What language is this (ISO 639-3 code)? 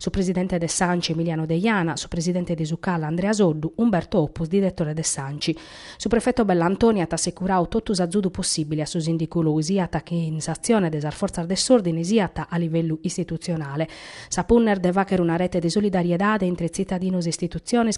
srd